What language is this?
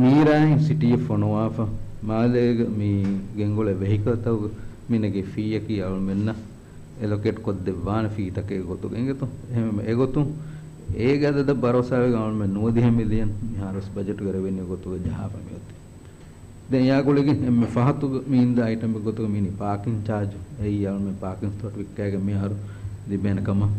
Divehi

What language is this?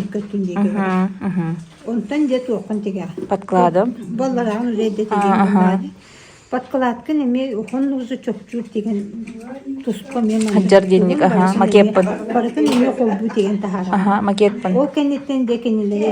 Yakut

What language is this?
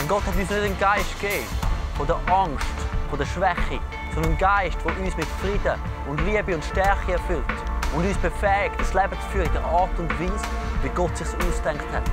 Swiss German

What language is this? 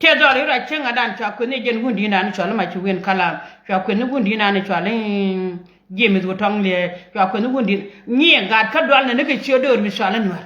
Nuer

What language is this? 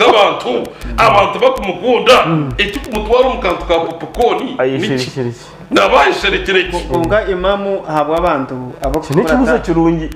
Nyankole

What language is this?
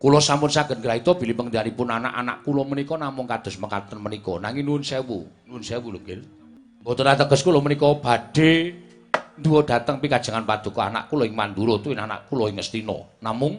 Javanese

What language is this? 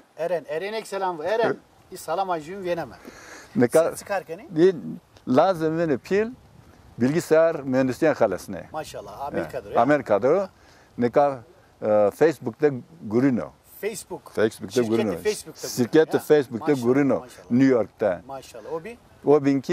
Zaza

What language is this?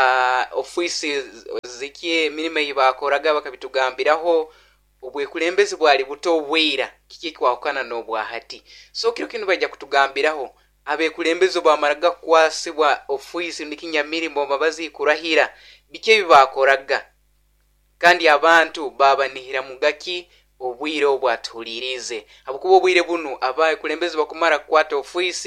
Nyoro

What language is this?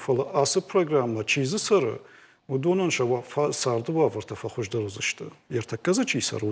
Ossetic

